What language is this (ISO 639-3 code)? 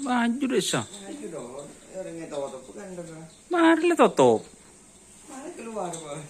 mad